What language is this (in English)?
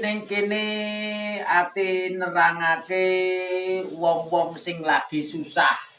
Javanese